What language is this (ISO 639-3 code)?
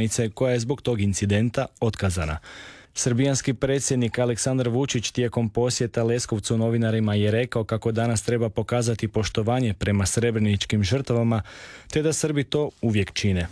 hrv